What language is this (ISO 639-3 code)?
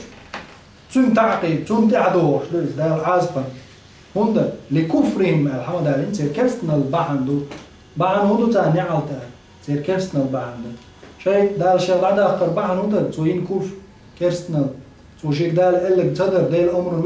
che